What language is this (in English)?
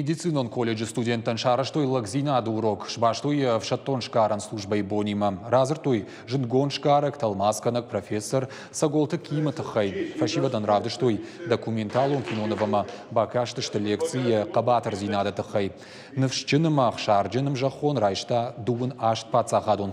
Ossetic